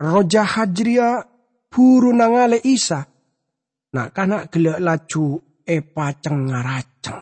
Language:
Madurese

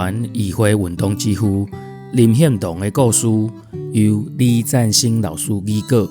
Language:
Min Nan Chinese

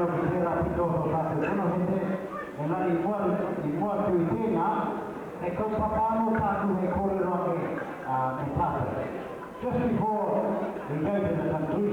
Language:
Māori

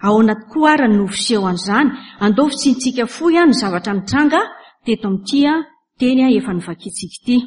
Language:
Malagasy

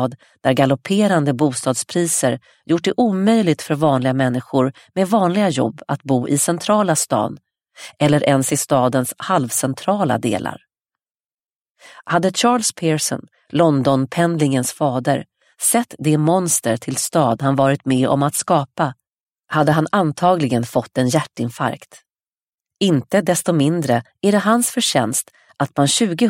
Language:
Swedish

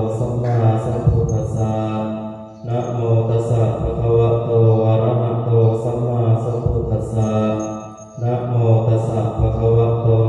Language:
Pali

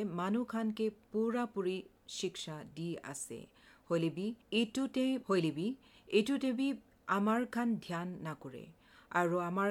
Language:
Assamese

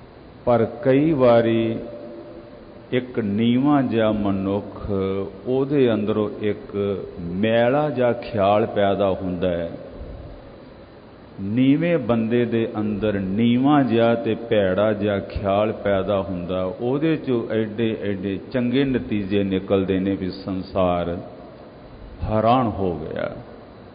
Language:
Punjabi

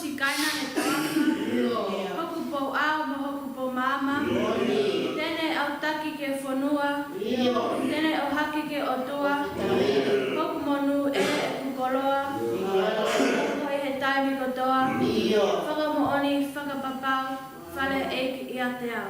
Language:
Tongan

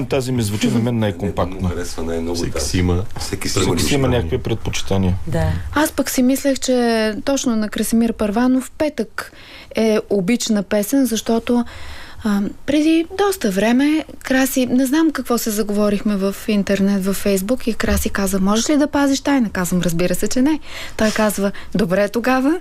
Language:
Bulgarian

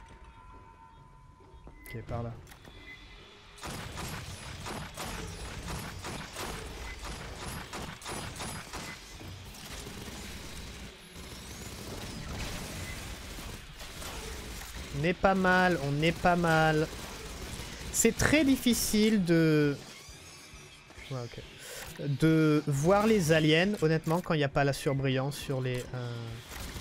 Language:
French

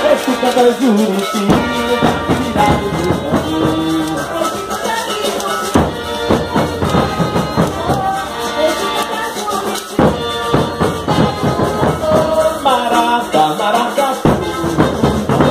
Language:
Portuguese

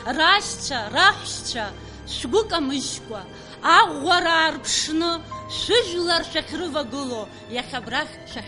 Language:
Abkhazian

